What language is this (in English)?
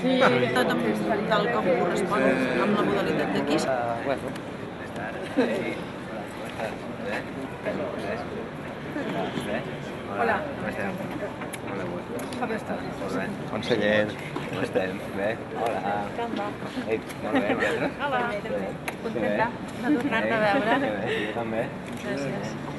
Catalan